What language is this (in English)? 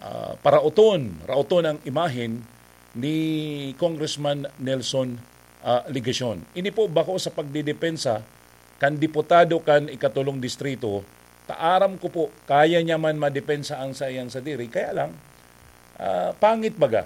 Bikol